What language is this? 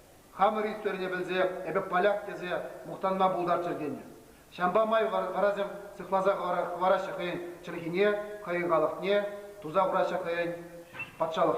Chuvash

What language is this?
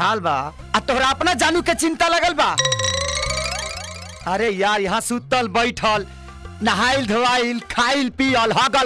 Bhojpuri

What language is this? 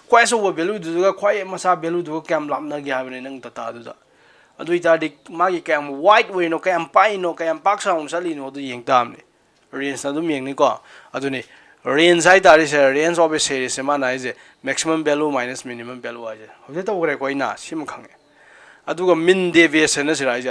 Manipuri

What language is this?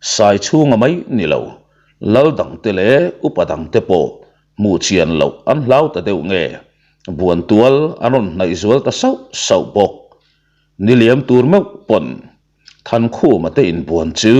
Mizo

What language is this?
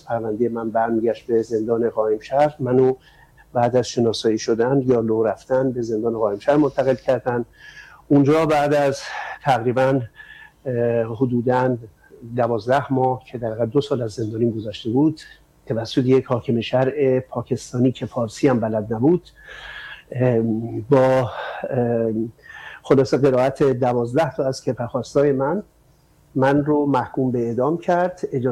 Persian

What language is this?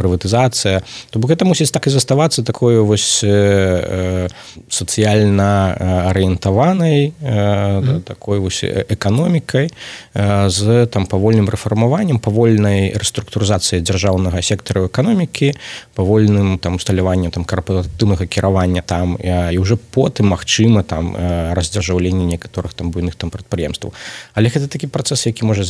Belarusian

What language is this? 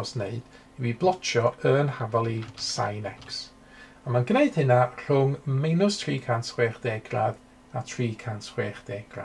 Welsh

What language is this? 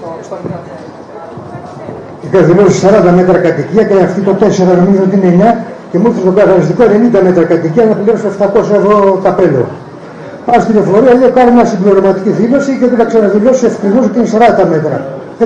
Greek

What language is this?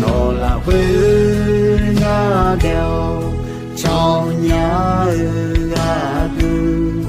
Akha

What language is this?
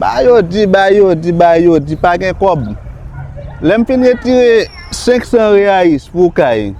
Haitian Creole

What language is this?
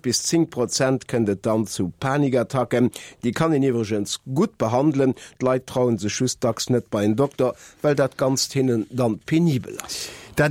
Luxembourgish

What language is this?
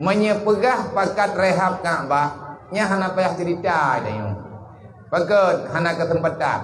Achinese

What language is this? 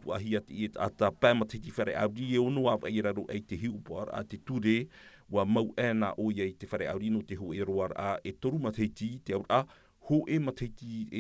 Tahitian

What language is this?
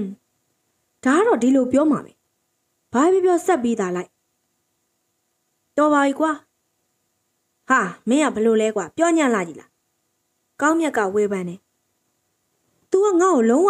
Burmese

